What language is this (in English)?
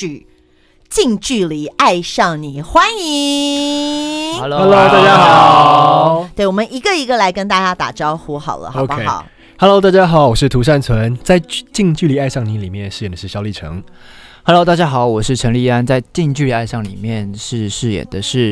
Chinese